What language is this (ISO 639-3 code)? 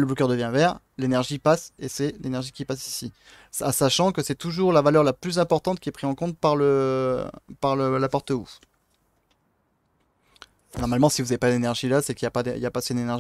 fra